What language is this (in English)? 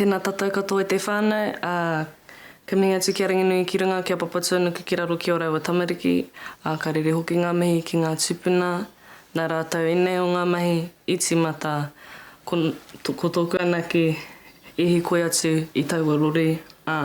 Māori